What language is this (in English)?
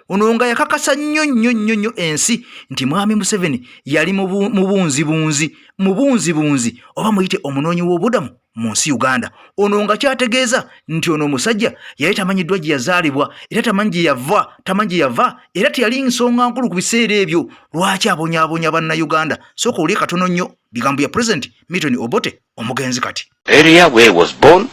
Ganda